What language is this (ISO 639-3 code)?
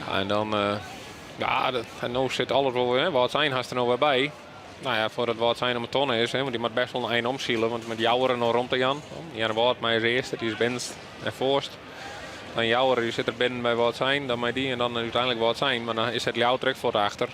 fry